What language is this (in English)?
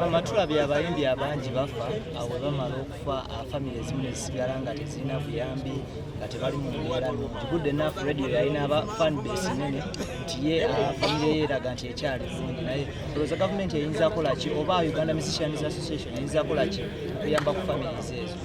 Ganda